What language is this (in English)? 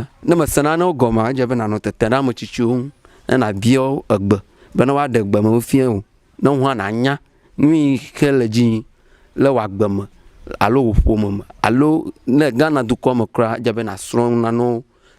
Ewe